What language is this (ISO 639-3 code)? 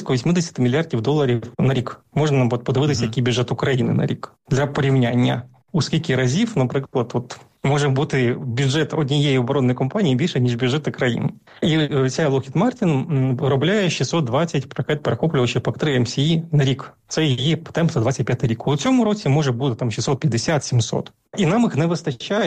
ukr